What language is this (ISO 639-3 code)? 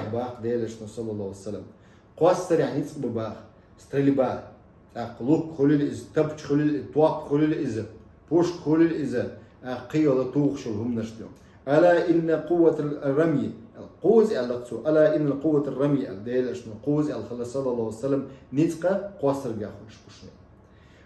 che